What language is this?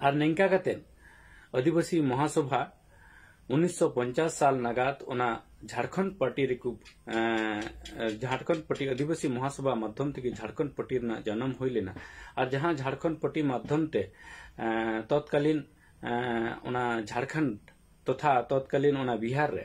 Santali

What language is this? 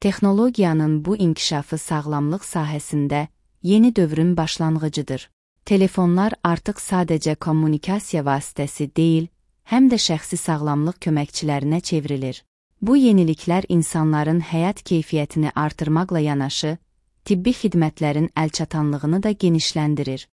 Azerbaijani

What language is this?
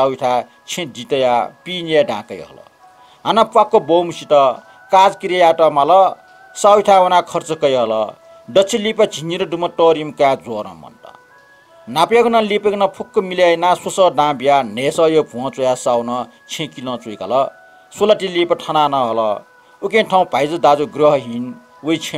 Newari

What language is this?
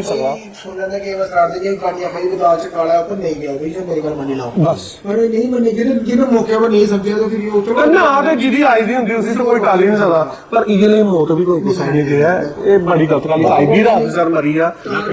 Dogri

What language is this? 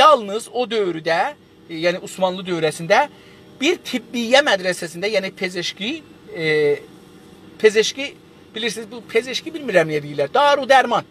South Azerbaijani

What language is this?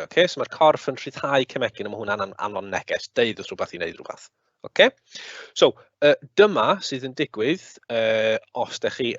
Welsh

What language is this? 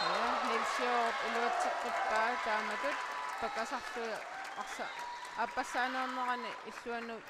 Kalaallisut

